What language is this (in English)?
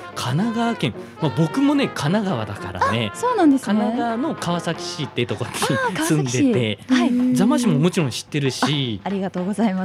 Japanese